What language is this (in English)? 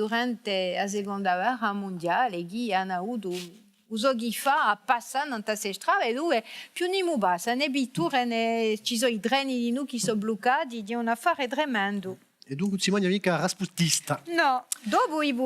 Corsican